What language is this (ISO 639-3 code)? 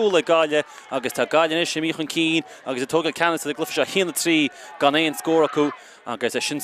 gle